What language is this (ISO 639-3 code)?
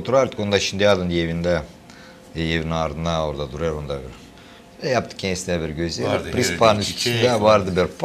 gag